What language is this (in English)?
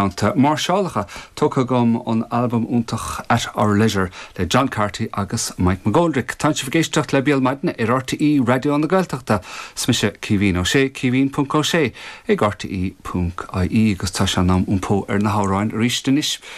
Irish